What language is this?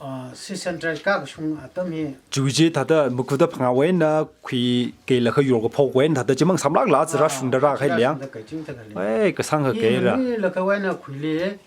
Tangkhul Naga (India)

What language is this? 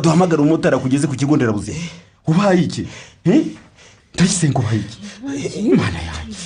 Kinyarwanda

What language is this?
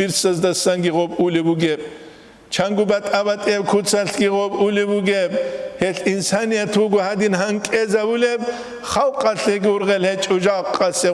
Avaric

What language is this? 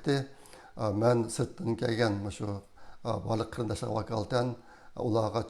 Uyghur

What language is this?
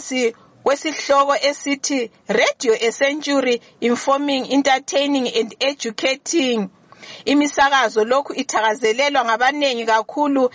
North Ndebele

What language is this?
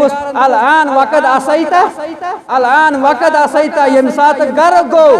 Kashmiri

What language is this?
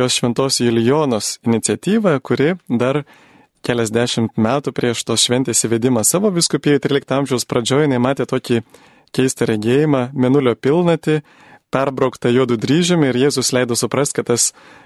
Lithuanian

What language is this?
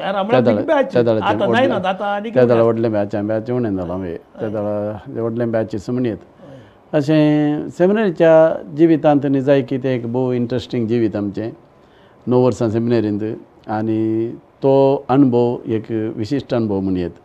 Konkani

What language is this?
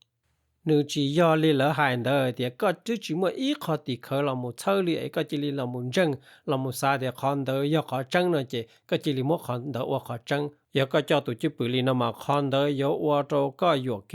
Hmong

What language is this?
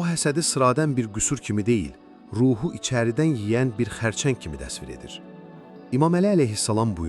Azerbaijani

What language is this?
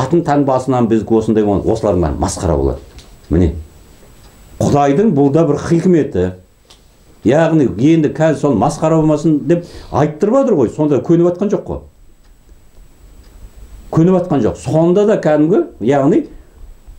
Kazakh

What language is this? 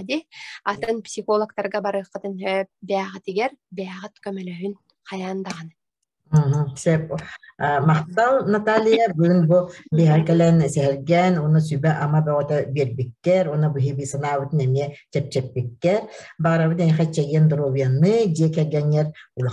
Yakut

